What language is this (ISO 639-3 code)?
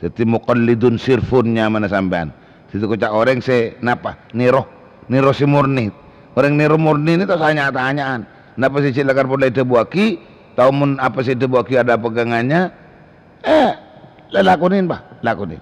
mad